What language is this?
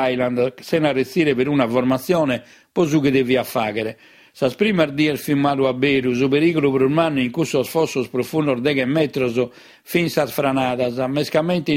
Sardinian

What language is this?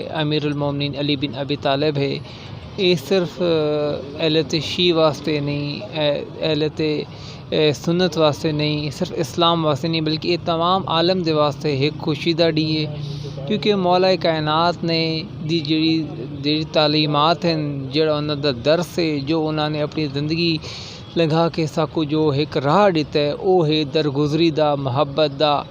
Saraiki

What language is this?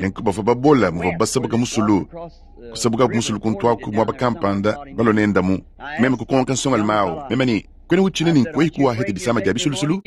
Luba-Lulua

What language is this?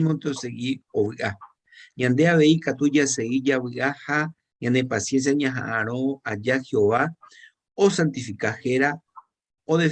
Guarani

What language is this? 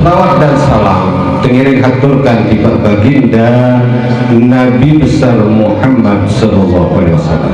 Sasak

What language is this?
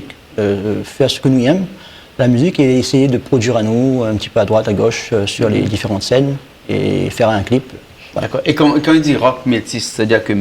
Réunion Creole French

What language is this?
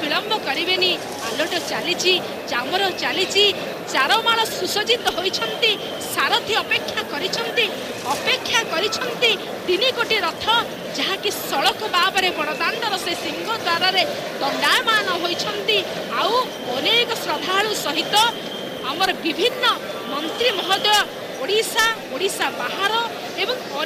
Odia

